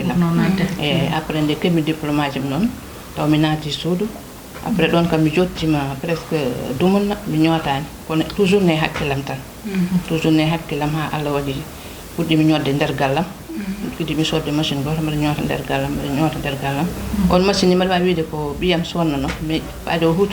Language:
Fula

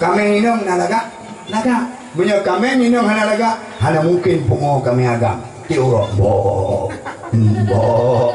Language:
Achinese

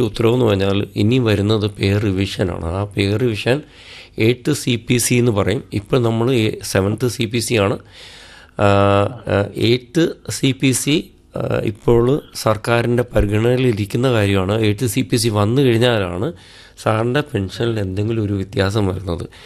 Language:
Malayalam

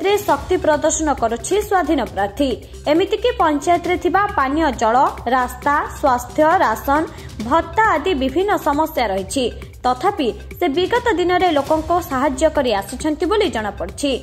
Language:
Odia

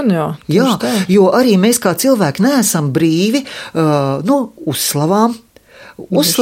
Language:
Latvian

